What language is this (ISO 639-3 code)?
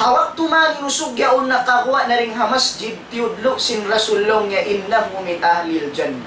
tsg